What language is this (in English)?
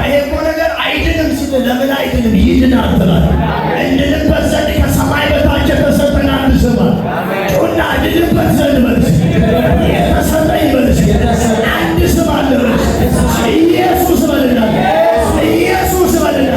Amharic